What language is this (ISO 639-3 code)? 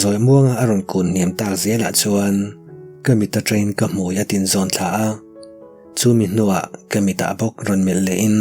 lus